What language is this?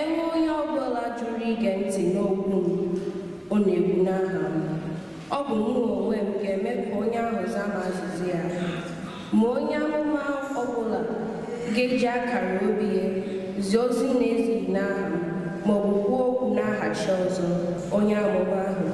Igbo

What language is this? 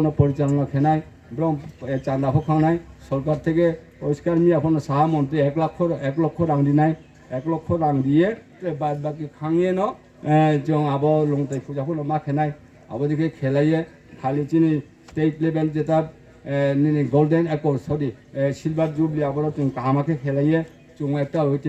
Riang (India)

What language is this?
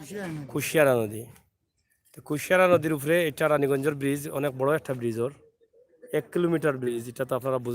Sylheti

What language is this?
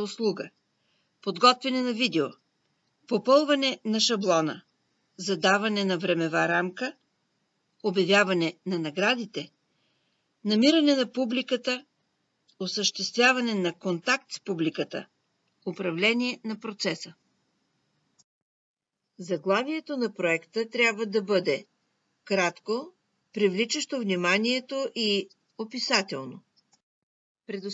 Bulgarian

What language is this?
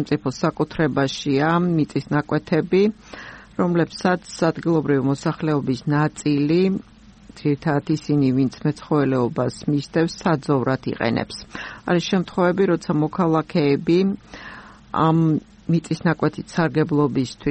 Georgian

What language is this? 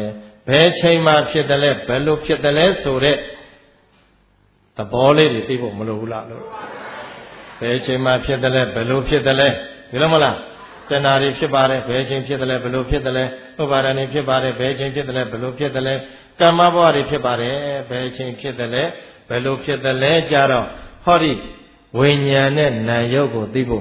Burmese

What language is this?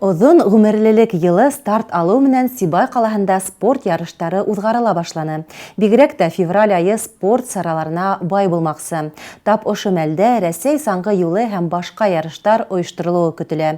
Bashkir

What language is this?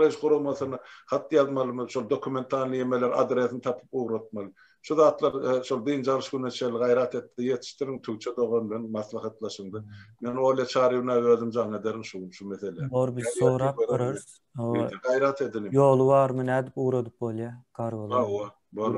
Turkmen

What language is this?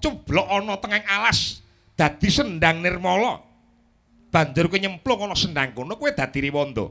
Javanese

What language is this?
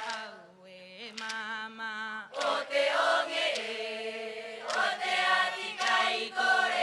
Rapanui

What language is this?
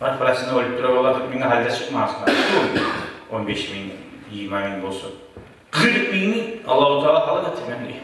Kumyk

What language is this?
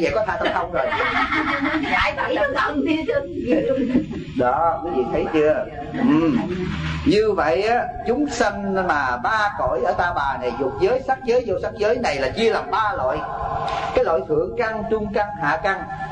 Vietnamese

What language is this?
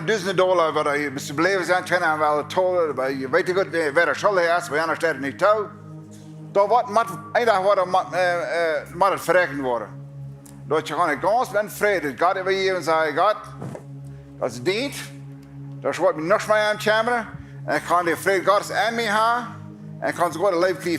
Plautdietsch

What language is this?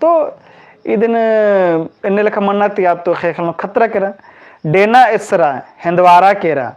Kurukh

